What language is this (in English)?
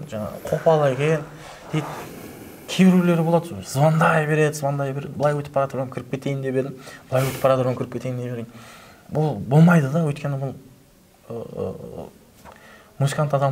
Kara-Kalpak